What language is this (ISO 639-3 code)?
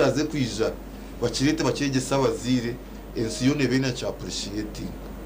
nyn